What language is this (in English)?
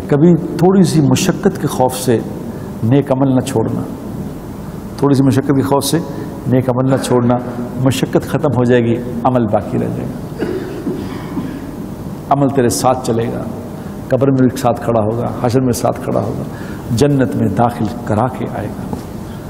Urdu